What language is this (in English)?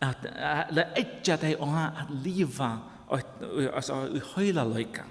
Faroese